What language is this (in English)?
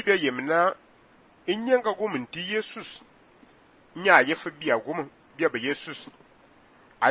Fang